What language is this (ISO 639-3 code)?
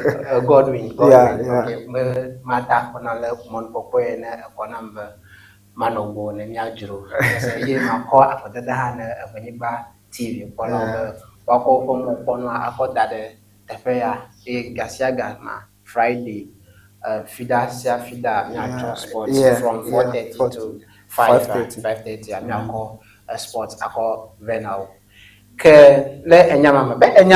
ewe